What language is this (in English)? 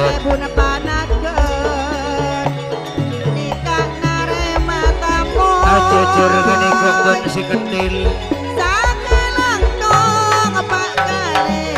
Madurese